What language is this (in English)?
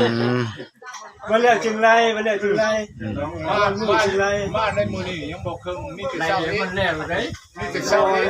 Lao